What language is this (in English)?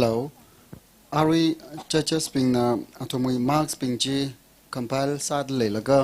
Tangkhul Naga (India)